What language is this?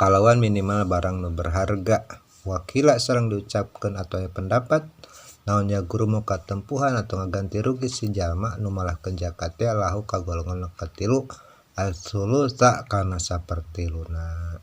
Sundanese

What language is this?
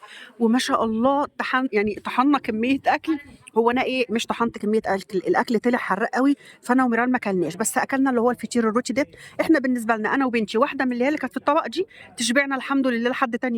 Egyptian Arabic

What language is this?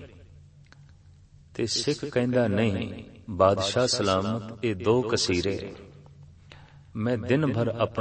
Punjabi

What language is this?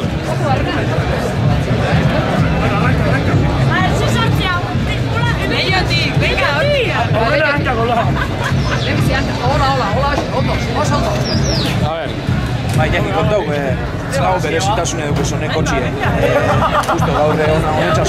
Basque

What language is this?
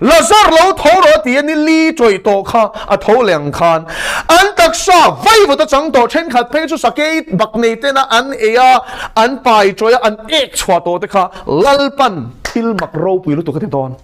Mizo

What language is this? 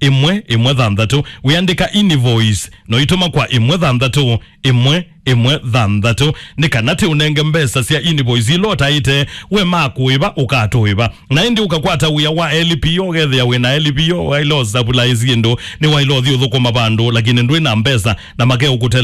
Kamba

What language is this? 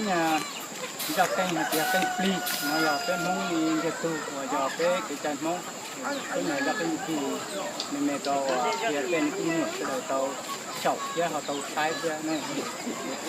Hmong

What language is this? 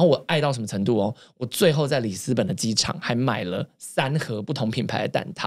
Chinese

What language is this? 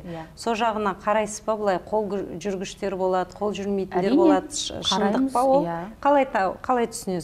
Kazakh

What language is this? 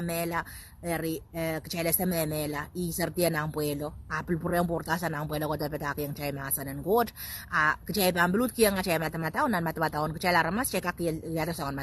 Pohnpeian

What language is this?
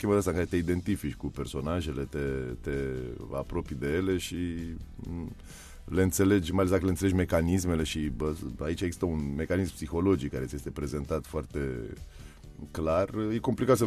Romanian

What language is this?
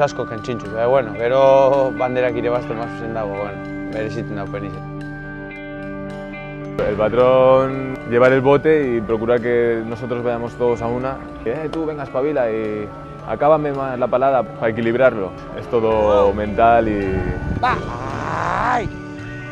Basque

